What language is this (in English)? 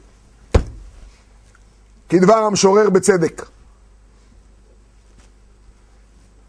Hebrew